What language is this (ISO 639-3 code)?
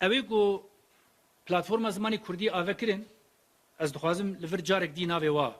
kur